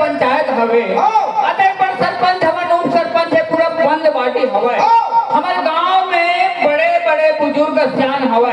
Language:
Chhattisgarhi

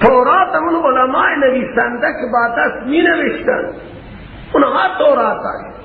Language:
Persian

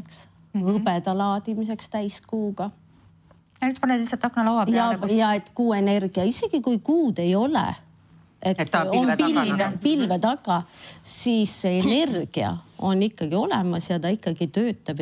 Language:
Estonian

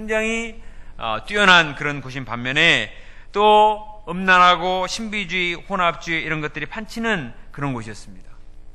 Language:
Korean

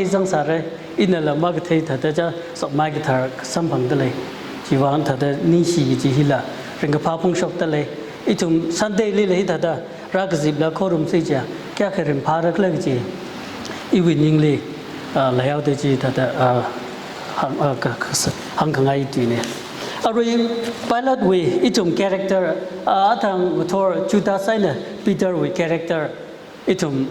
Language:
Tangkhul Naga (India)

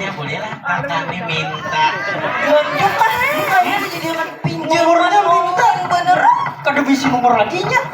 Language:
Banjar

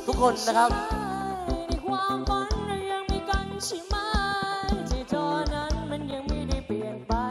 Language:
Thai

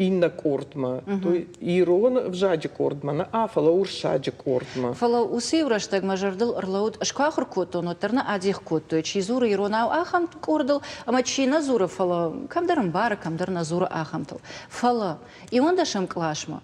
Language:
Ossetic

